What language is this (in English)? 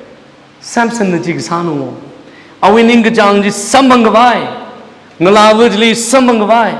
Tangkhul Naga (India)